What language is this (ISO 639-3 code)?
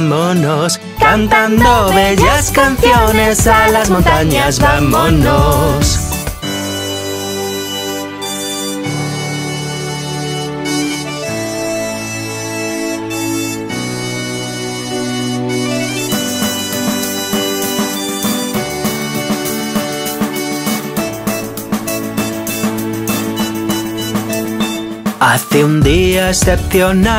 spa